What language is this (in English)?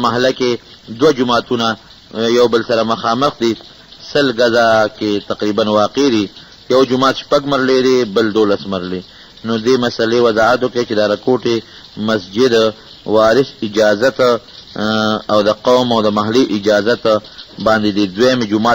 Pashto